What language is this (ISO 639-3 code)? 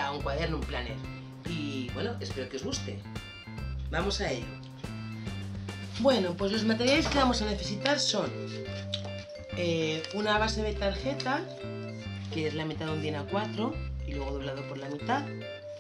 spa